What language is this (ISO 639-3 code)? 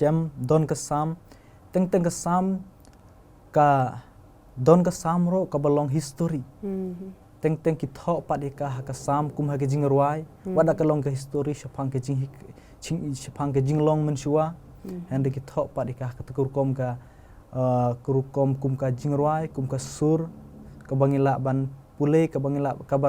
kha